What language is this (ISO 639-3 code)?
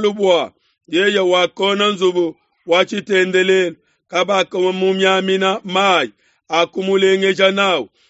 lua